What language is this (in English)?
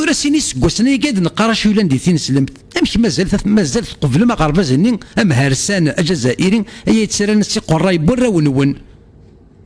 Kabyle